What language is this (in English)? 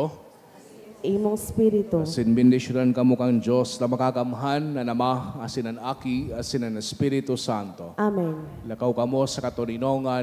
Bikol